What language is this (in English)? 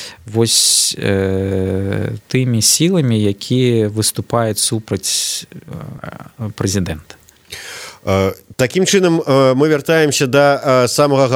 Belarusian